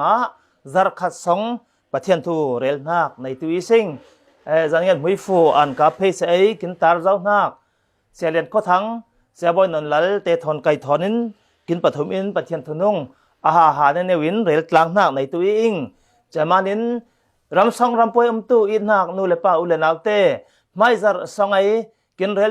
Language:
Falam Chin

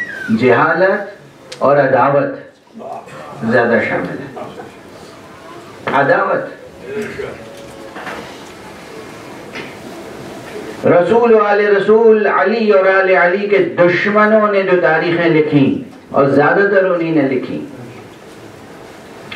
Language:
Urdu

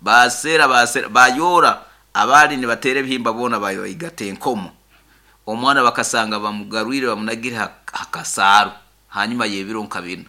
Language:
Nyoro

